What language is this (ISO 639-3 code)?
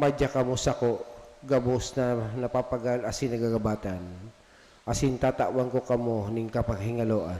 bik